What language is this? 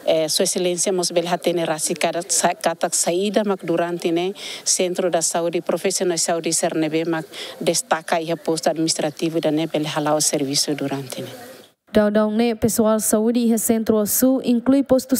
Tetum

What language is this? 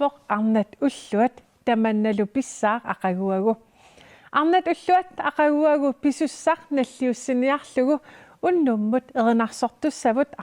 Kalaallisut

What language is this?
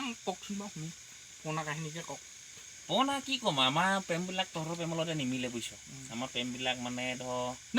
Assamese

